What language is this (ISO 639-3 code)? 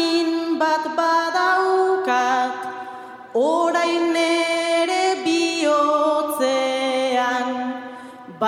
eus